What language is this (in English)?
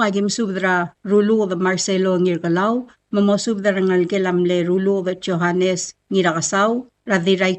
Palauan